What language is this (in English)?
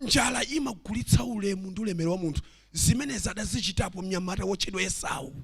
Nyanja